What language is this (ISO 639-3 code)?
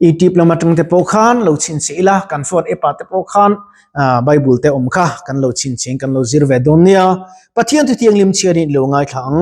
lus